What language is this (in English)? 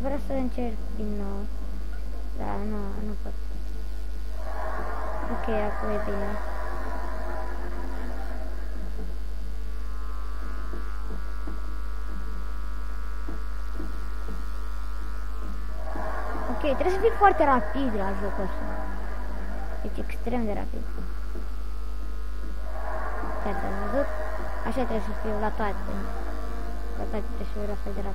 Romanian